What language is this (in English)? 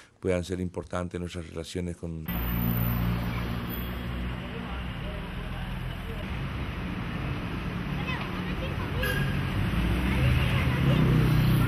Spanish